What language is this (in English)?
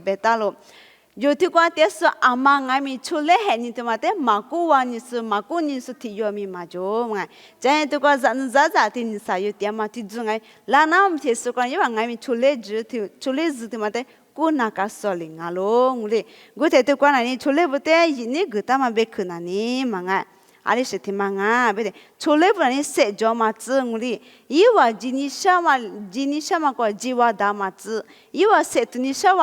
Lisu